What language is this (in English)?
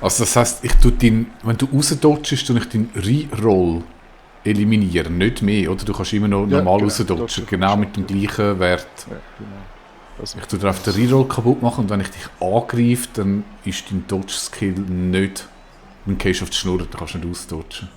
Swiss German